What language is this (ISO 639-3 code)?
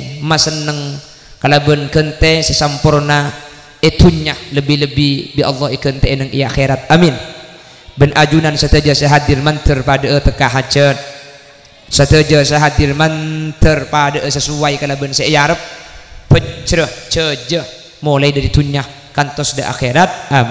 mad